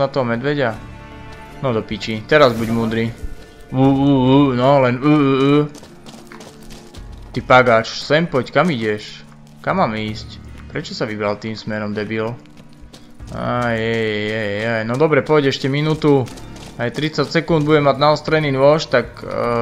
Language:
Slovak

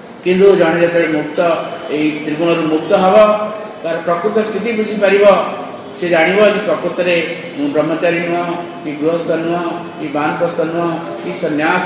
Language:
Odia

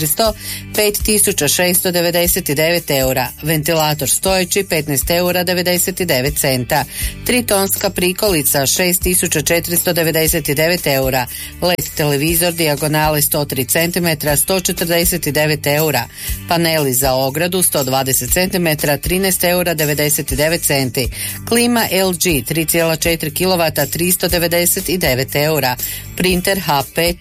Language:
Croatian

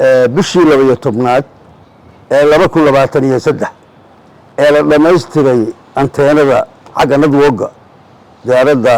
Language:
Somali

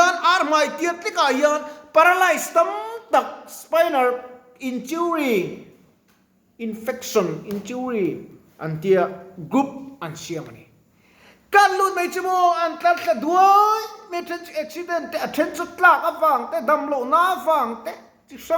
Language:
Mizo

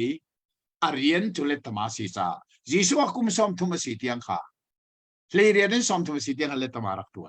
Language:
Hakha Chin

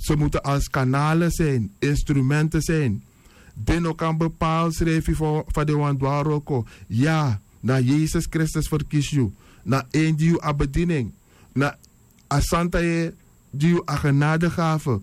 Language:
Sranan Tongo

